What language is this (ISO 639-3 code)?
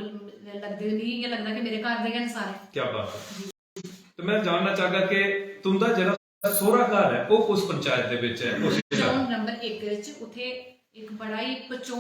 doi